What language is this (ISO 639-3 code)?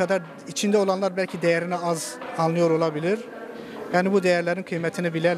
tur